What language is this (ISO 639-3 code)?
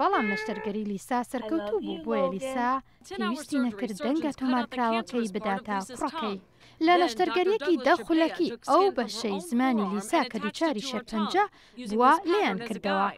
ckb